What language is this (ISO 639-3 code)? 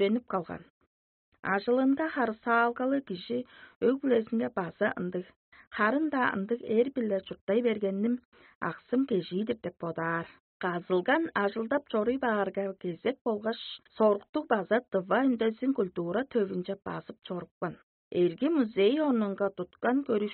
tyv